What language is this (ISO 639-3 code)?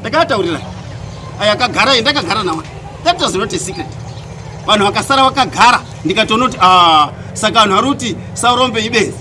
sna